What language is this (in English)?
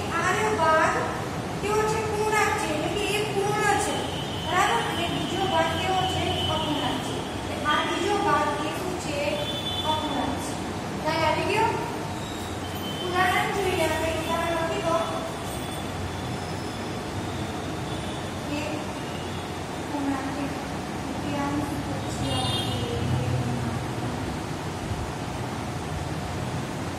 Gujarati